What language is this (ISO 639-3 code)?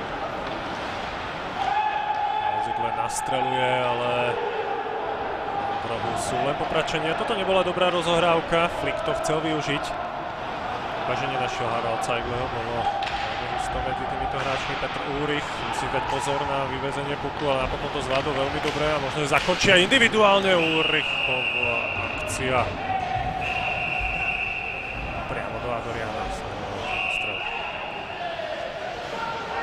slk